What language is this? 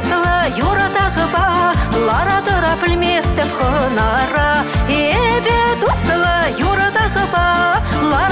Chuvash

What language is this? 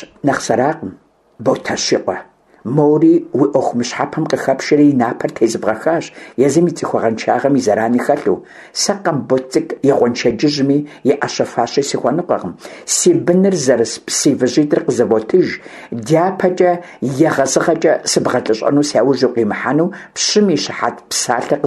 Kabardian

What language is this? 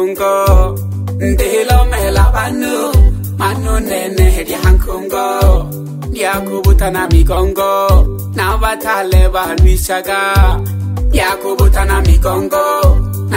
Swahili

